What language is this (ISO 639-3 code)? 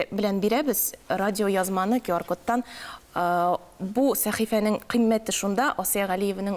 tat